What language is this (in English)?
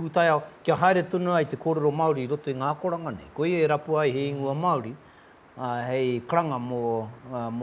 Māori